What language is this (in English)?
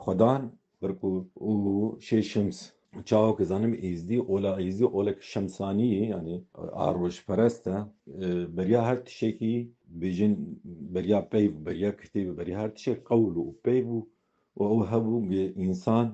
Kurdish